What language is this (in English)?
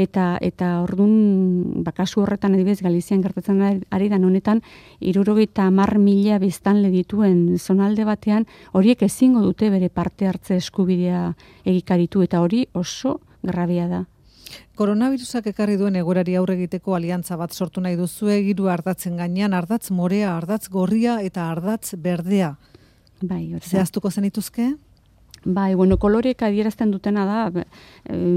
Basque